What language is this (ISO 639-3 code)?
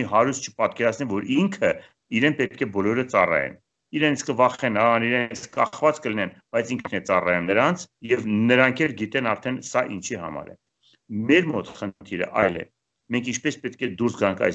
hye